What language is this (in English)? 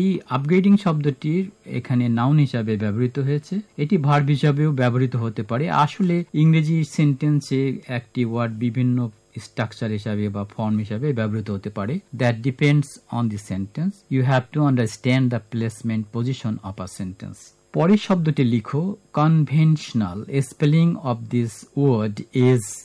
Bangla